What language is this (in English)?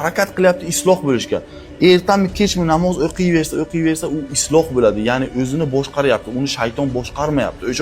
Uzbek